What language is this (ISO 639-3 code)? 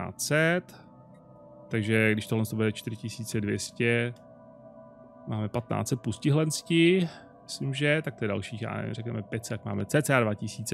ces